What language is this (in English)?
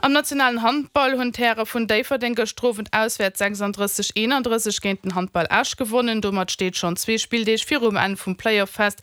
Luxembourgish